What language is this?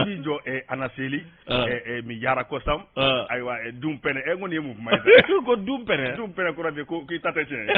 Bambara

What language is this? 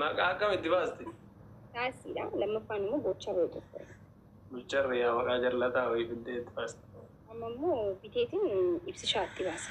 Oromo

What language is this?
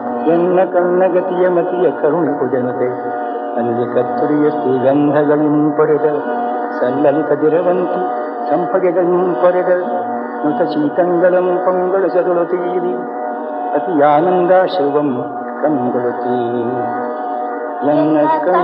Kannada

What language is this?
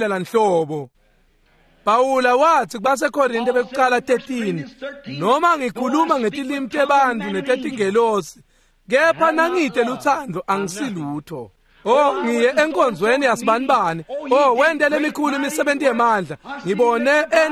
Swati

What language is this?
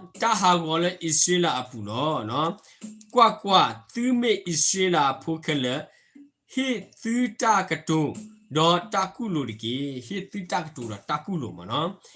S'gaw Karen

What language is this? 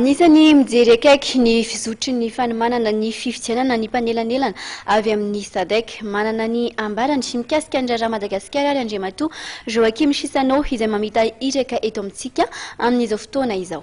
Malagasy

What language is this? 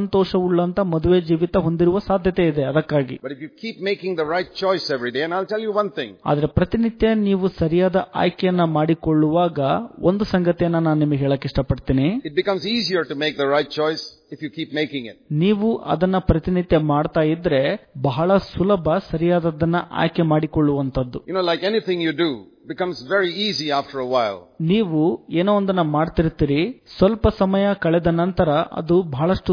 Kannada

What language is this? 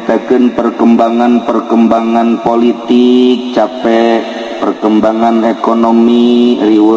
Sundanese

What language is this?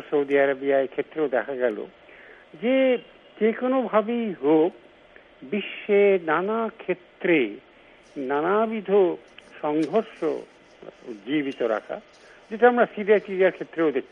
Bangla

